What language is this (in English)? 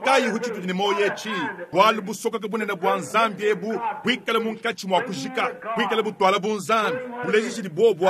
Luba-Lulua